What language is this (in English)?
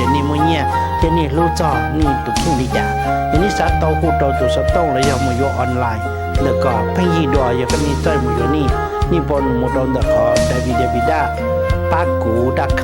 Hmong